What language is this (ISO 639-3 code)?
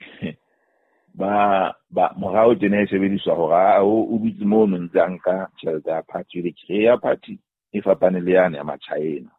sot